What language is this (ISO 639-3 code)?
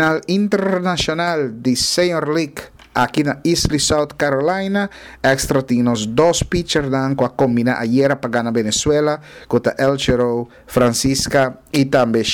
pap